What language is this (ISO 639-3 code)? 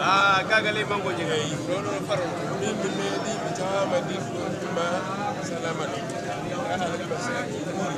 ful